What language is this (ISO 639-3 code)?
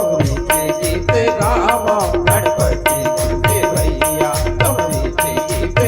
hne